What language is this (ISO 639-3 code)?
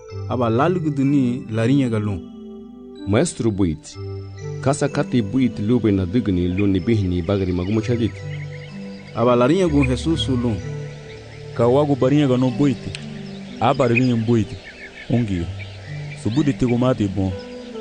cab